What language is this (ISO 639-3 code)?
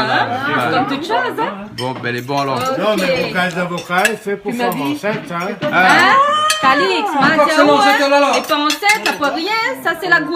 rcf